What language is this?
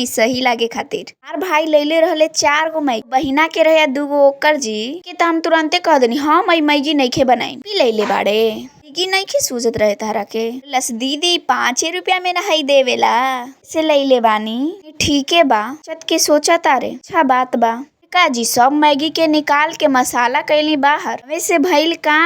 Bhojpuri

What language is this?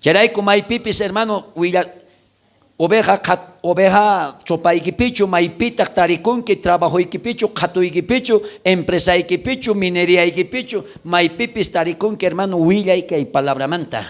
South Bolivian Quechua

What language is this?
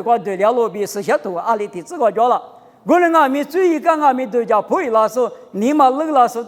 Lisu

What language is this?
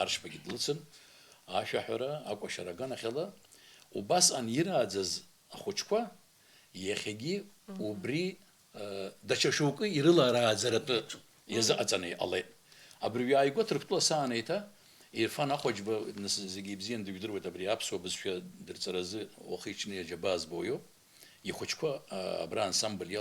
Abkhazian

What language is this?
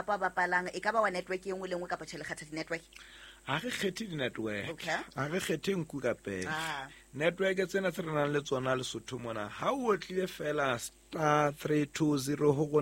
Southern Sotho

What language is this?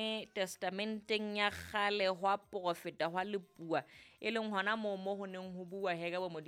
Southern Sotho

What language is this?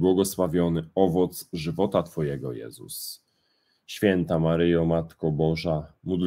Polish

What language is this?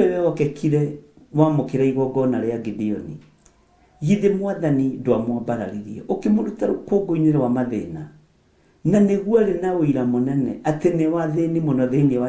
Kikuyu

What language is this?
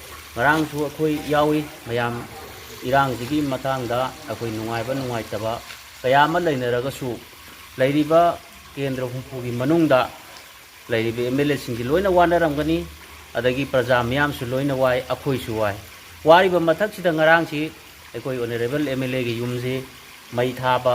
Manipuri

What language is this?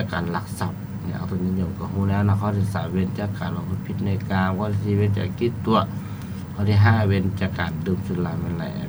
Lao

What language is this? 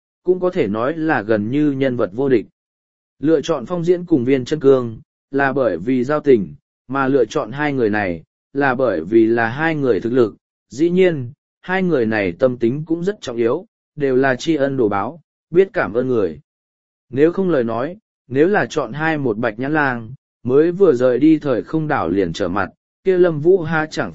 Vietnamese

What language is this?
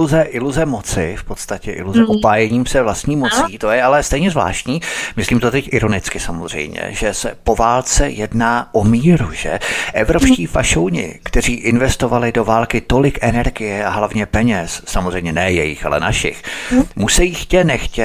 Czech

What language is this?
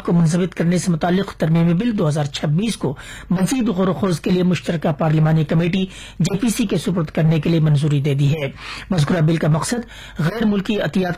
Urdu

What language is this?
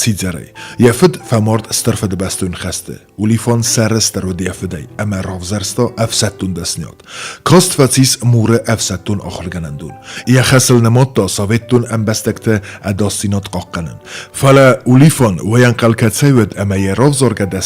Ossetic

